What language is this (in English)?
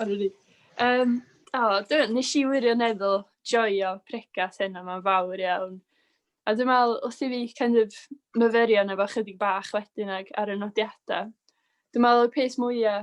Welsh